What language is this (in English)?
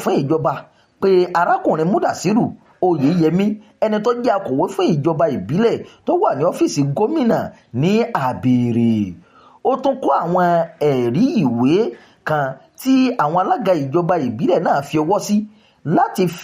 Yoruba